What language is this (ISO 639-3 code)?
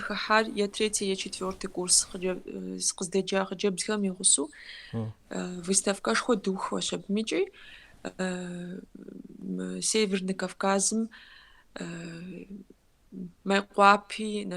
kbd